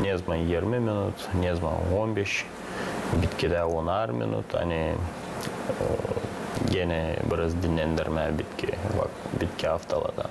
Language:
Gagauz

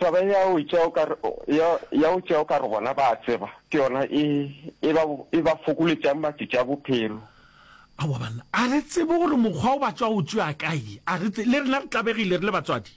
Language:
Northern Sotho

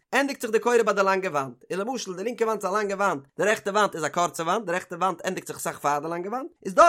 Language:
Yiddish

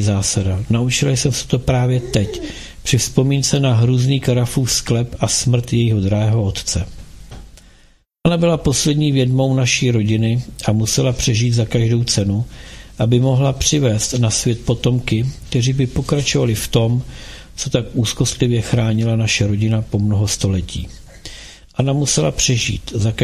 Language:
Czech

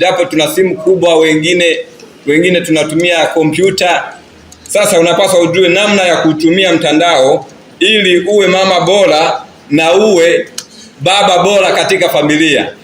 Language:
Swahili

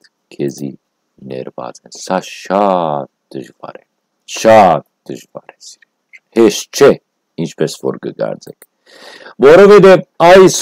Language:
Western Armenian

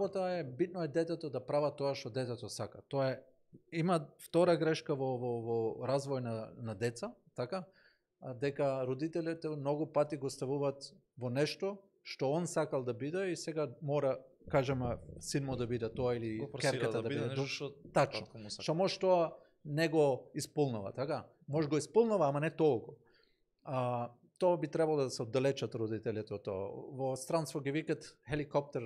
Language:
Macedonian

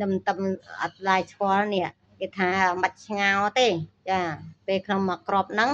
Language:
Khmer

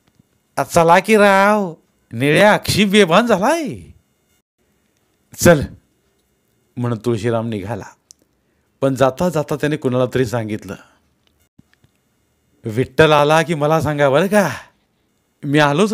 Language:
Marathi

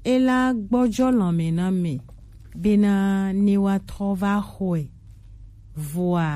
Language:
Gen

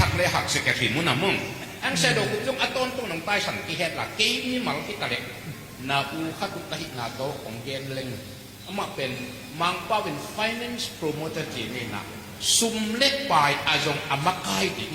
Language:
Tedim Chin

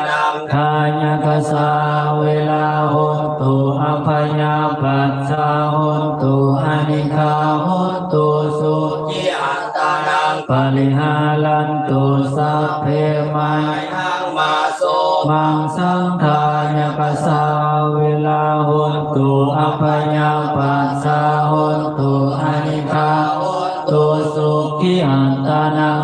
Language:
Pali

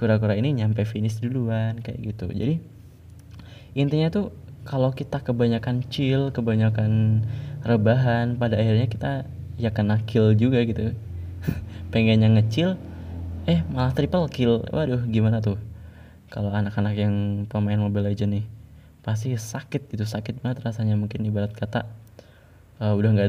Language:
Indonesian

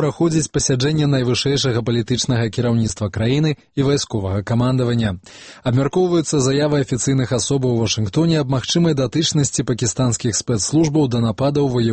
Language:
Belarusian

